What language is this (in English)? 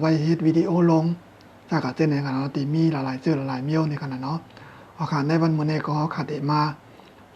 Shan